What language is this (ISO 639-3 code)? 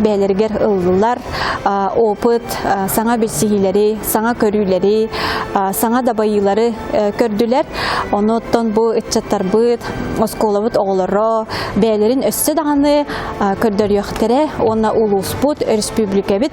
sah